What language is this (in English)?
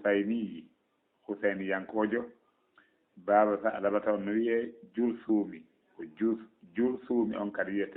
Fula